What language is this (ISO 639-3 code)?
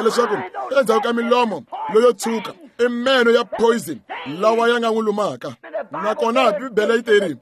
tso